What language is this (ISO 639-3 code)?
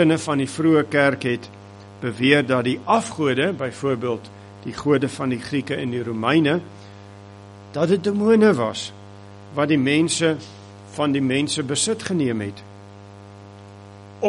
afr